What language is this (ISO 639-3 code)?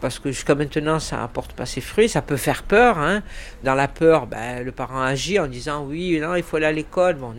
fra